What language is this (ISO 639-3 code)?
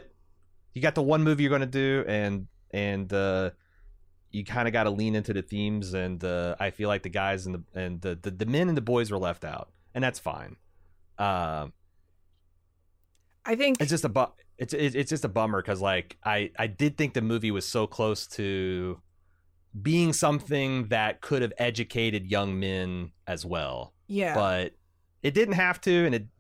eng